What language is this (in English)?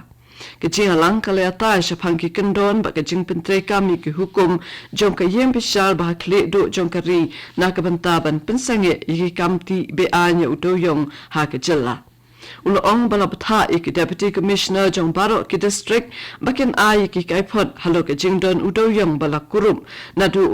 Khasi